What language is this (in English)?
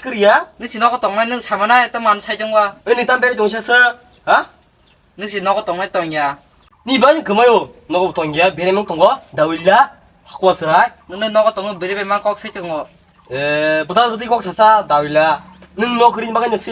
Kok Borok